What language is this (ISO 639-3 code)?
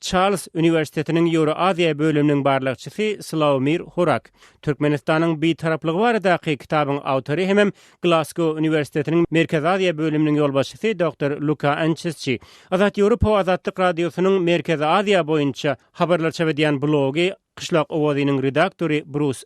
tuk